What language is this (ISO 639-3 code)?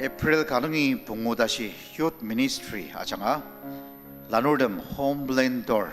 njo